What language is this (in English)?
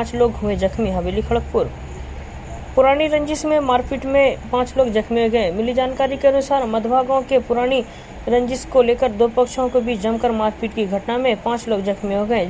Hindi